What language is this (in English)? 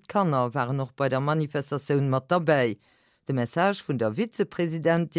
Luxembourgish